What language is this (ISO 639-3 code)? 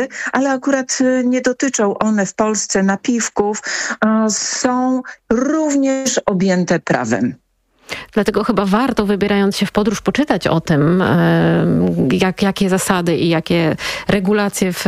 pol